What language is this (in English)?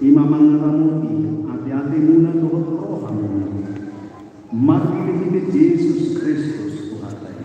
Batak Toba